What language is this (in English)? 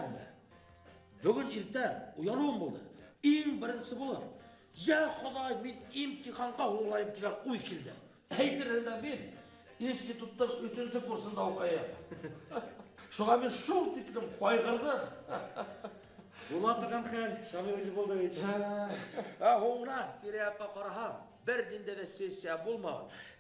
Bashkir